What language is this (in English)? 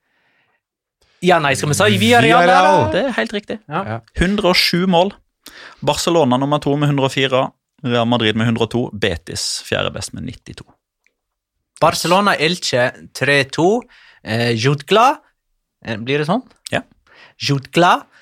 Norwegian